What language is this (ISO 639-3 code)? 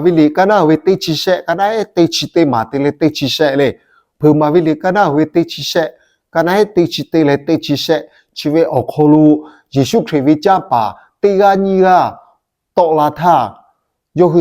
lhu